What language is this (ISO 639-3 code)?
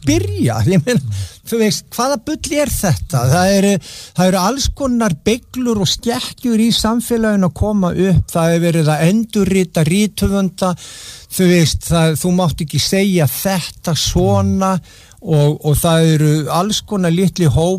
isl